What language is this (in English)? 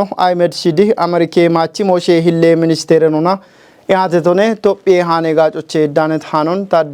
Kafa